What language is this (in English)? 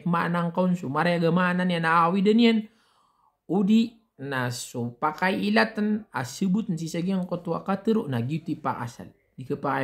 Maranao